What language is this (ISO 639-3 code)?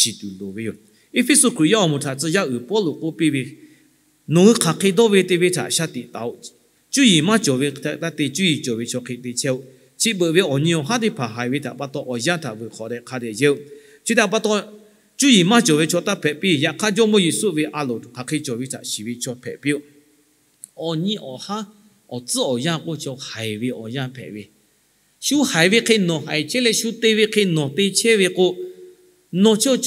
lhu